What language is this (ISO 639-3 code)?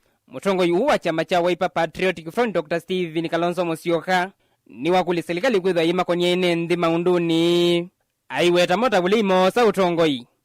kam